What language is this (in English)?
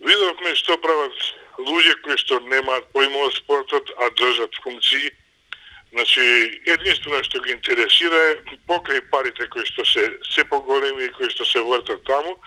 Macedonian